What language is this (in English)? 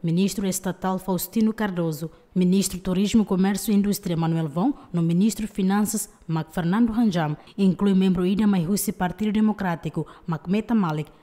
Tetum